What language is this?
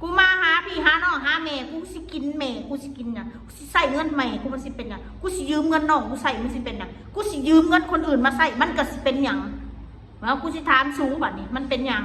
Northeastern Thai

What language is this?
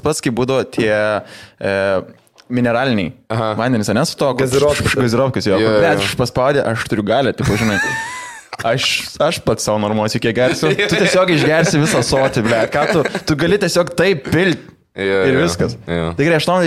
Lithuanian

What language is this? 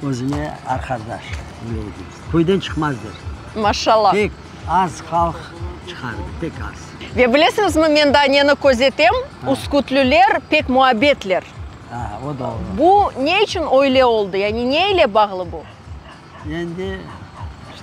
Crimean Tatar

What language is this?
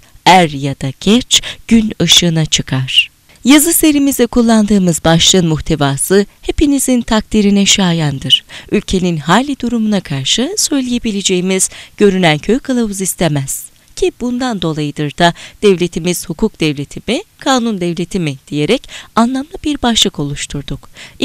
Turkish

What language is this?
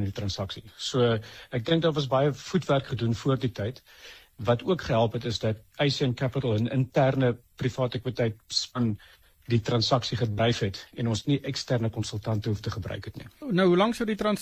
Afrikaans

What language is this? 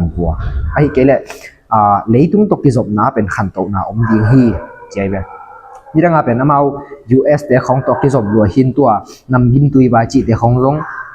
Tedim Chin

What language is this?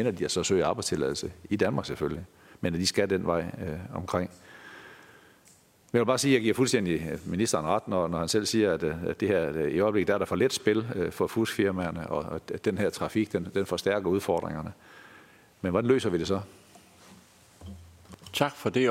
Danish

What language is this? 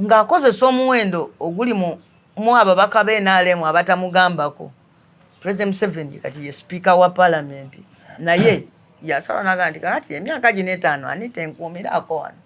Ganda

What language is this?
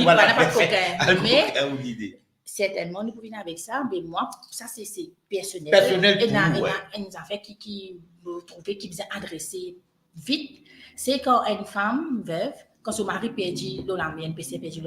Morisyen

